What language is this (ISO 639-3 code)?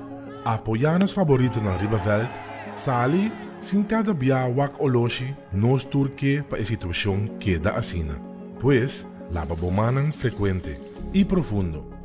pap